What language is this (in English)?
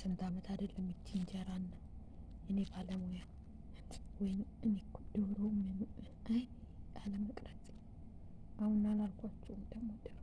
Amharic